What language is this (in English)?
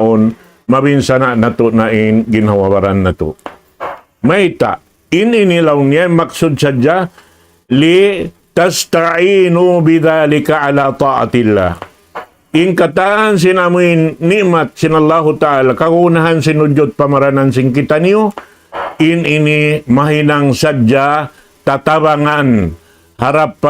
Tausug